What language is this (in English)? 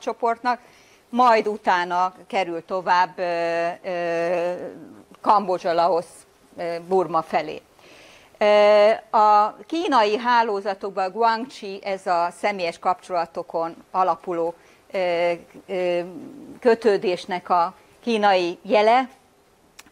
Hungarian